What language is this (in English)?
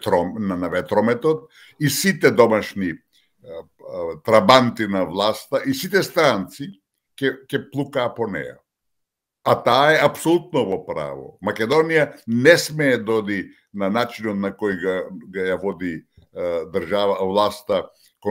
Macedonian